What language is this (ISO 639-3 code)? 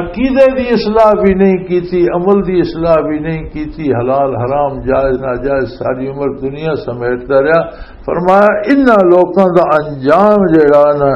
lah